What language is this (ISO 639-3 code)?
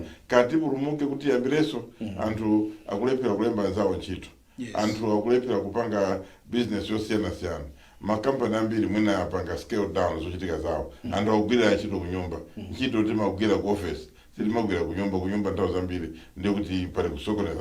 nya